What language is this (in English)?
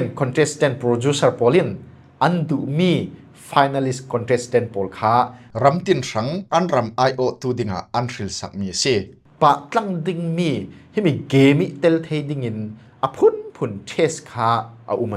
Falam Chin